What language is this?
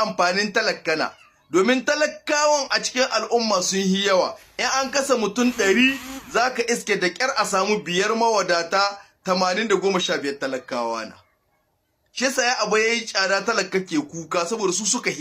Hausa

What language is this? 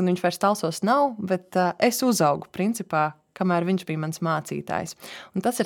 Latvian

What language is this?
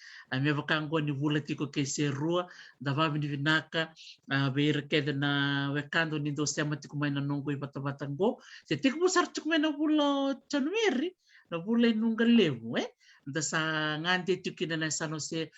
Fijian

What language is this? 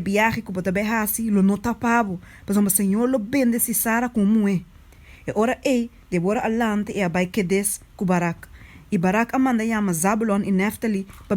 Papiamento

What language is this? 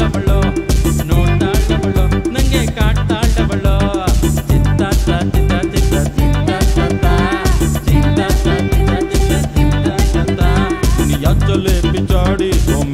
Kannada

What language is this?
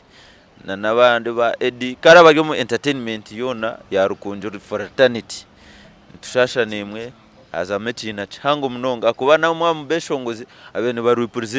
Nyankole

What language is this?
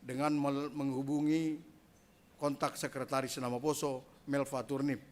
Batak Simalungun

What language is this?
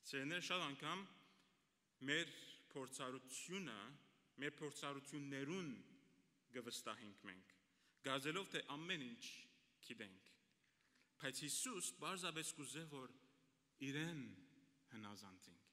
Western Armenian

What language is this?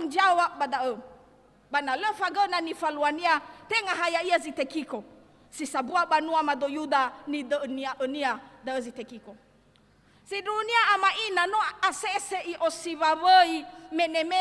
Nias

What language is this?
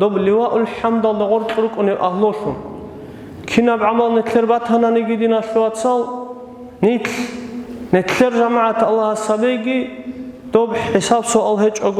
Avaric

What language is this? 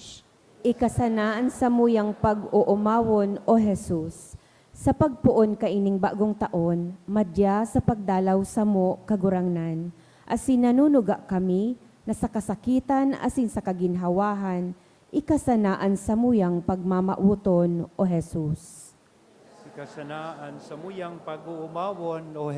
Bikol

